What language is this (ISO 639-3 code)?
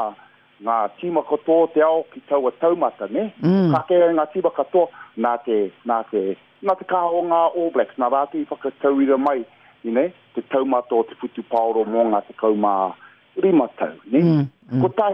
mri